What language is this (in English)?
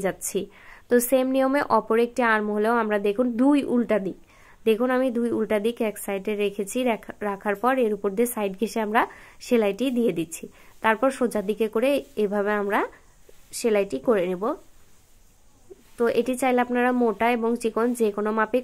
Bangla